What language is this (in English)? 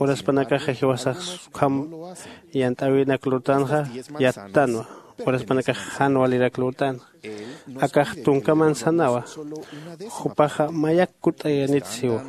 Aymara